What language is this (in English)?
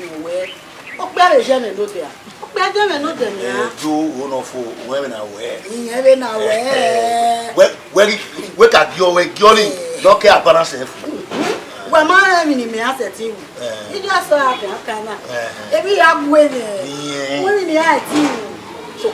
Bini